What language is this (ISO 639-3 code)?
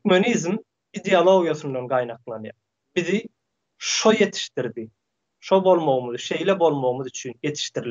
tuk